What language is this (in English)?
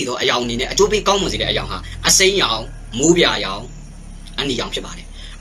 Burmese